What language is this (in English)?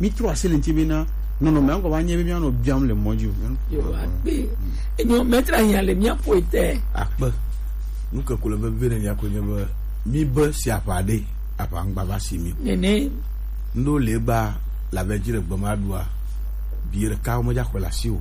Gen